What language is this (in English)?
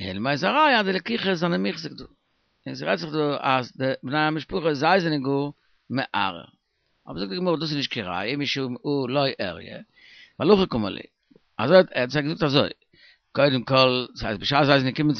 Yiddish